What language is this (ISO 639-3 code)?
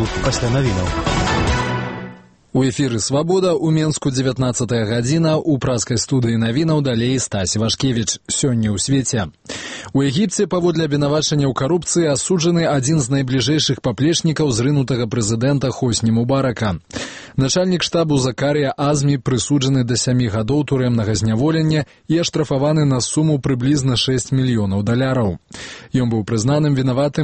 bel